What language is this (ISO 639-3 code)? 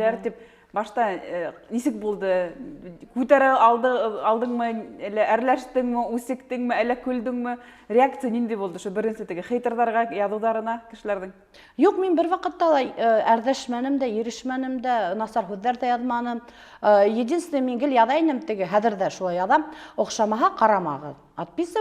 bak